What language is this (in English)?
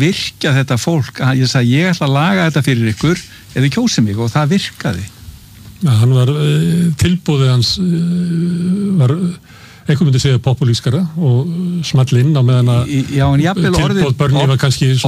Icelandic